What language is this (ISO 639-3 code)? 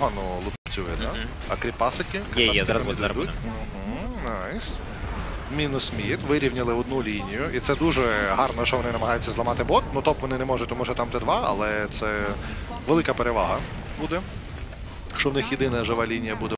ukr